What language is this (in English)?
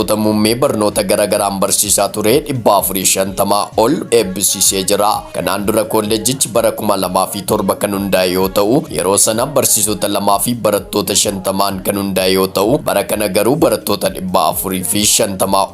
Oromo